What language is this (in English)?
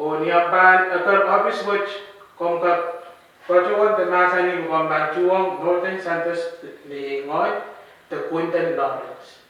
Pohnpeian